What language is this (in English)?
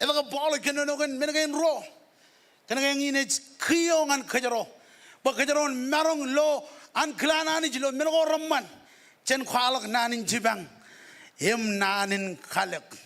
Marshallese